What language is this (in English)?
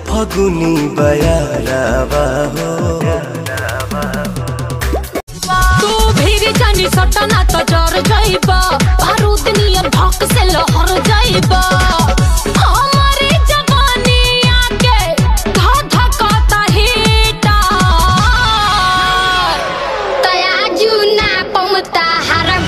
Bhojpuri